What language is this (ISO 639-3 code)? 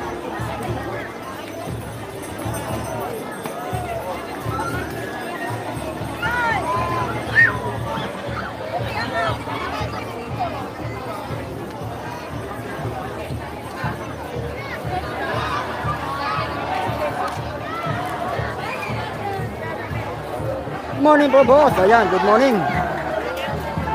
fil